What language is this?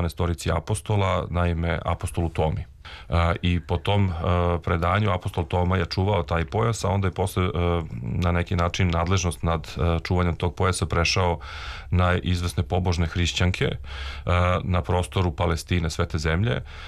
Serbian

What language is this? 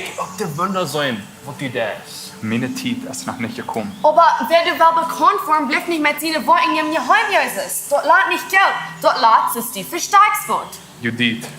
Plautdietsch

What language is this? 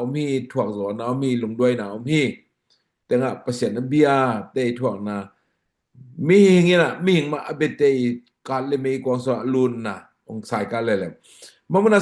Tedim Chin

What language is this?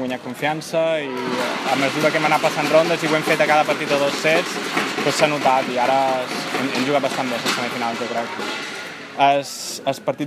Catalan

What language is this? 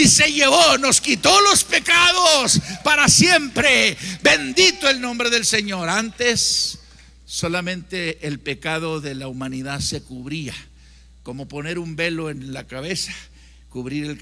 Spanish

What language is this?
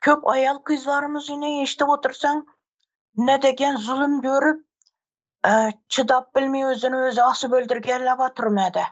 Turkmen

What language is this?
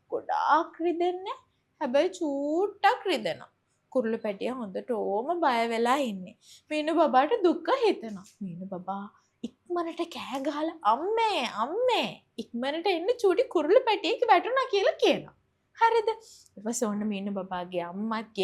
Sinhala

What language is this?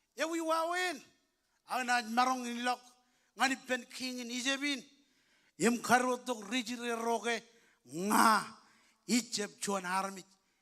Marshallese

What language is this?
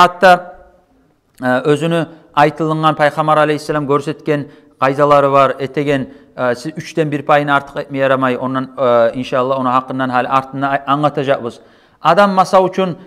Kumyk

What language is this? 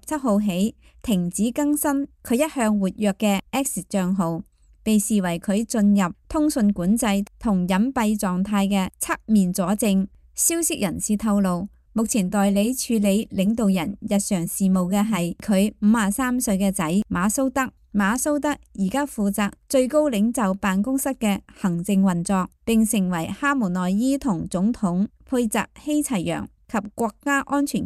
Cantonese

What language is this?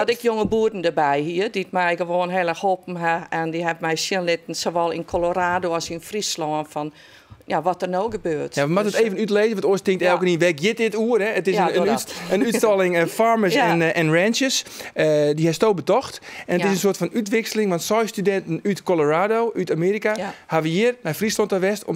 Western Frisian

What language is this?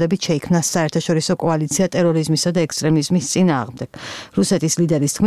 Georgian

